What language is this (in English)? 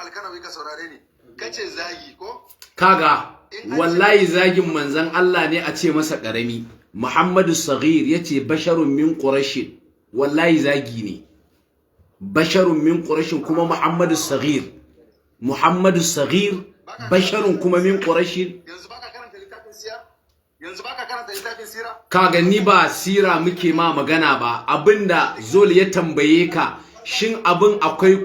Hausa